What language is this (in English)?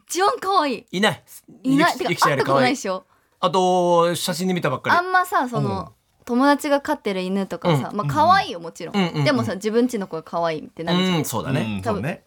Japanese